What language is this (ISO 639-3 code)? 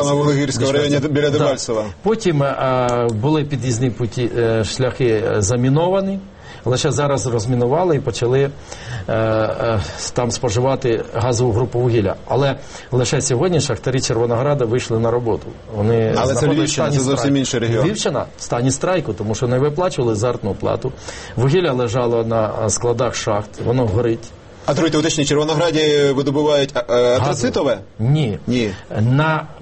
ukr